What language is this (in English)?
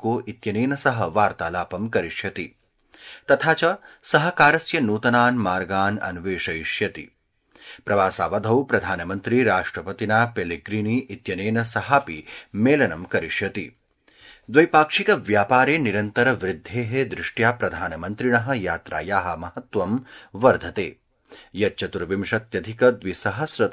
Sanskrit